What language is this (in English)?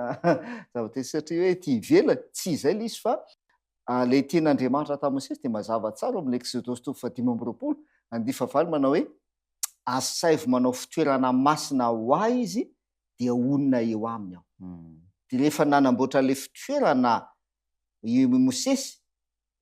Malagasy